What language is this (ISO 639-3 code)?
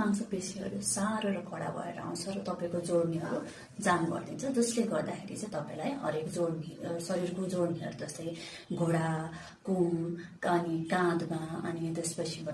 nep